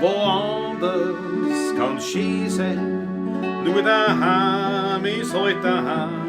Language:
Bavarian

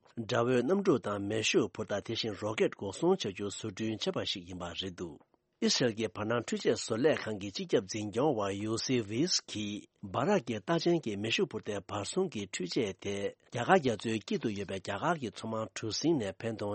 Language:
Tibetan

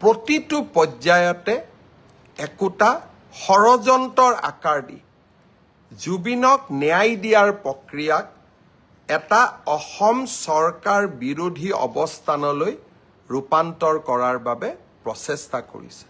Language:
Assamese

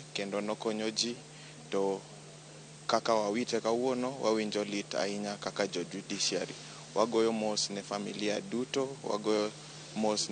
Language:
Luo (Kenya and Tanzania)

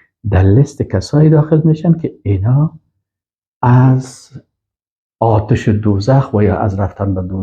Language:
Persian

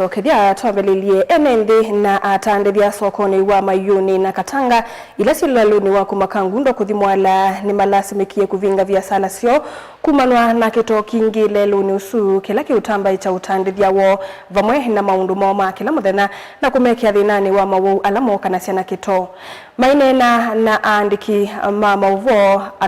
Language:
Kamba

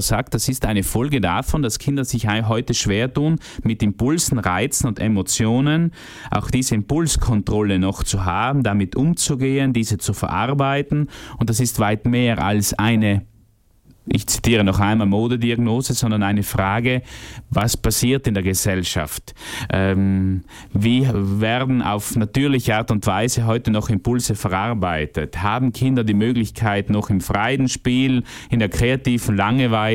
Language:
German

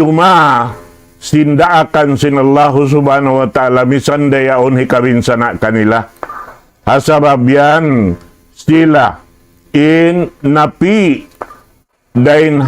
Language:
Tausug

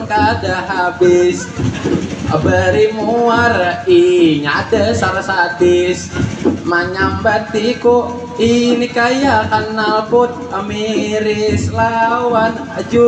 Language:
Banjar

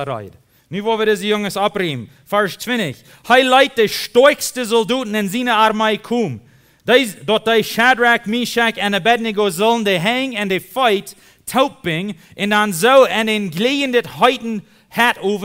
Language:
Plautdietsch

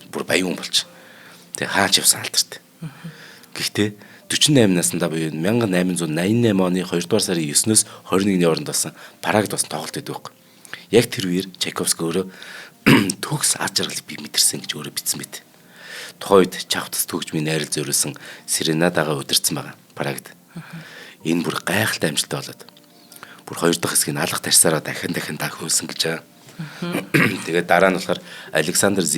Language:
Mongolian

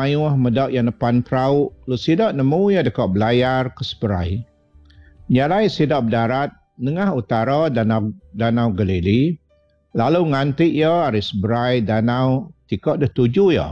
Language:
Iban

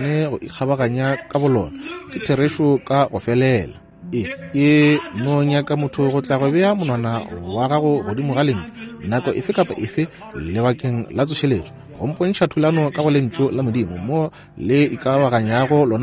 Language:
Northern Sotho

